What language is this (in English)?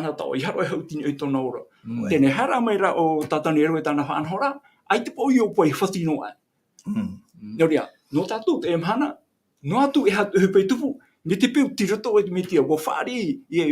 Tahitian